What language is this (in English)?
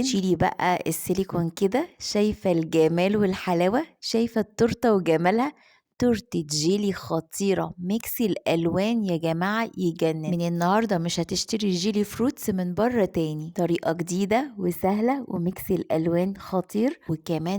Egyptian Arabic